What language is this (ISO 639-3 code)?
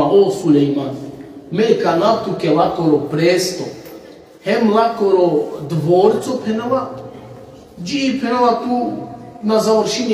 rmn